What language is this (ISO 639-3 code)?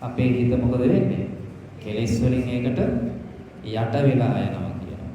sin